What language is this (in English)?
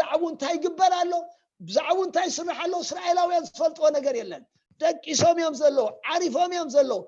Tigrinya